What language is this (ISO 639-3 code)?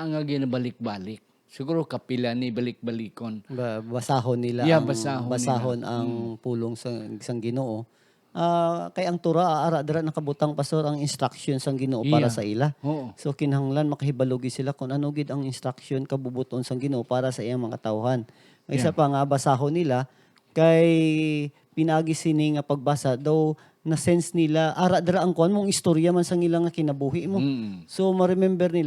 hil